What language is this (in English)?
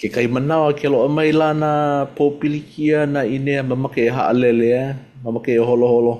Hawaiian